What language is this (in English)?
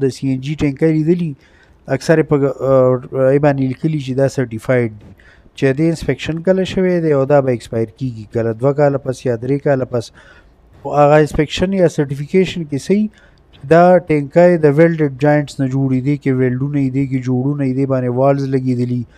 Pashto